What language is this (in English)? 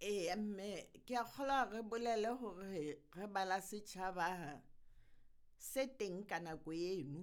Southern Sotho